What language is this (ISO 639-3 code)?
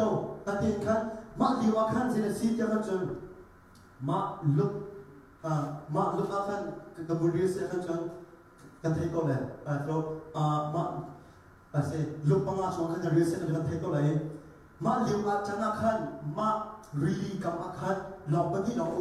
cnh